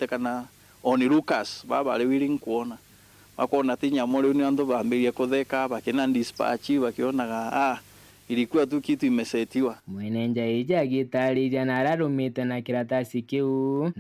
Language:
Meru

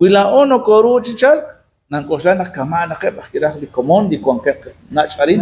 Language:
Kekchí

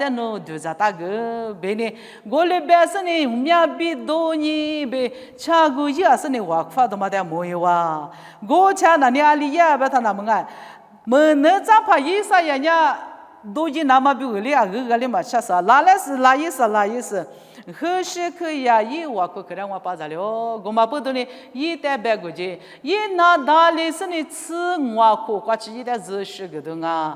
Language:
Lisu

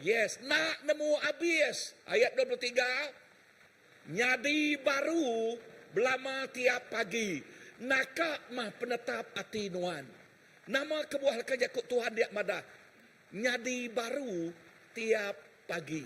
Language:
Iban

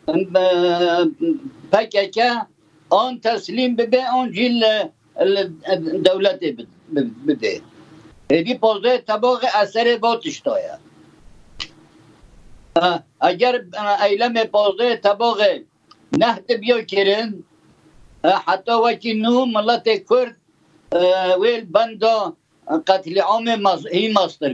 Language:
Kurdish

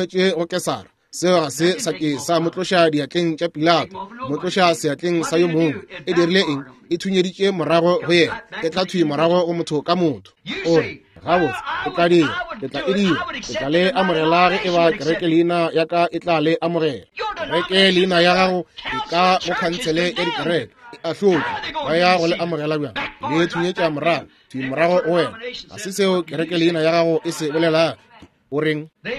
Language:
Northern Sotho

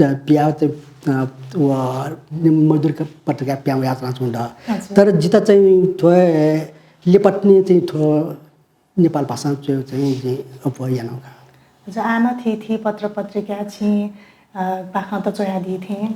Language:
Newari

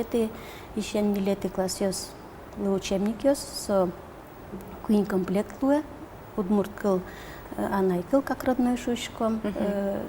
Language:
Udmurt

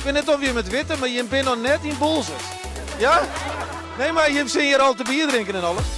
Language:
Western Frisian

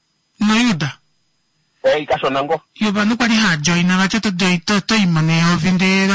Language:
Kuanyama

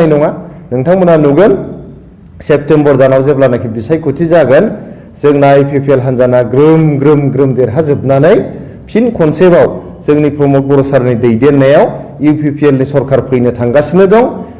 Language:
Bodo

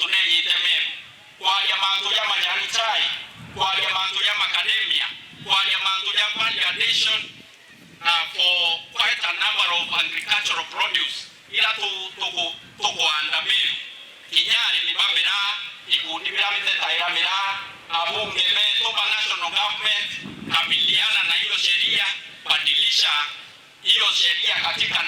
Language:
Meru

